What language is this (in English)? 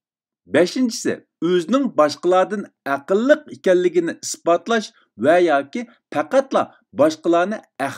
Uyghur